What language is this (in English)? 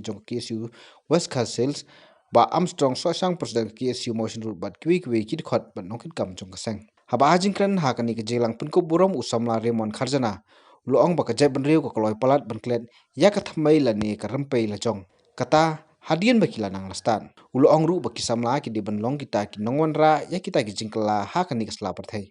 Khasi